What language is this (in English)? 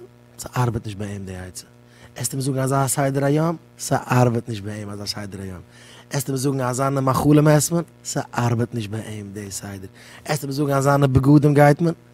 Yiddish